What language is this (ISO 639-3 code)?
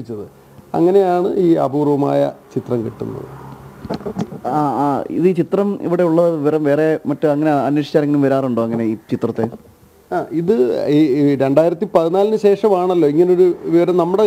mal